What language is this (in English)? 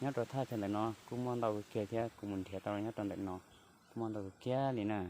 Hmong